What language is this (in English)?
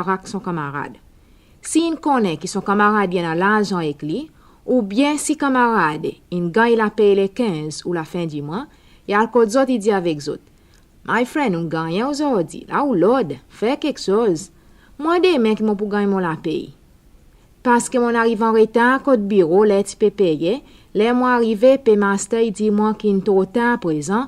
Seselwa Creole French